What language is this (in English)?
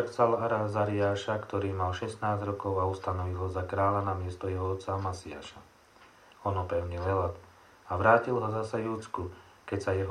Slovak